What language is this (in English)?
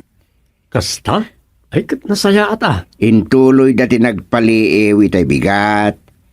Iloko